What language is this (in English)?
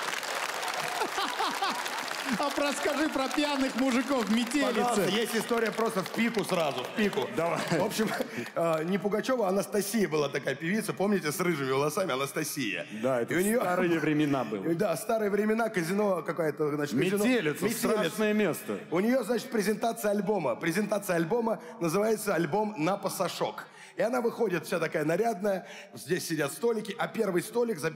Russian